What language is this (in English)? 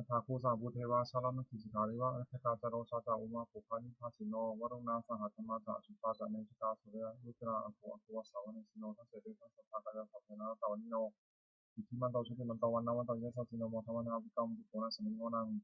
Pali